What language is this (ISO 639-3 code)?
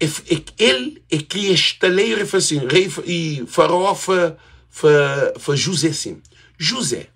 kea